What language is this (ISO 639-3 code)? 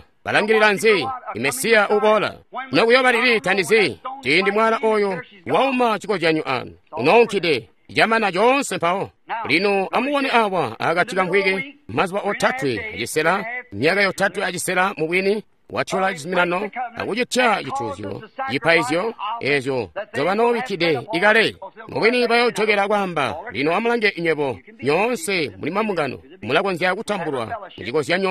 toi